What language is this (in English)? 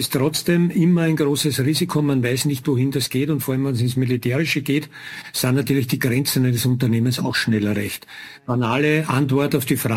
German